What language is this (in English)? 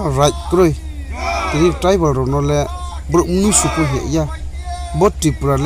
Riang (India)